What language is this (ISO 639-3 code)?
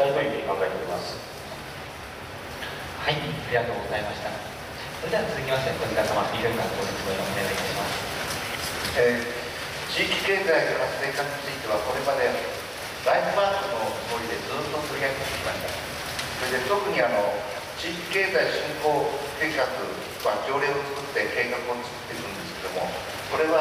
jpn